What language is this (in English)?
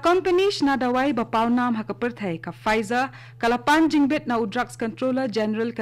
Khasi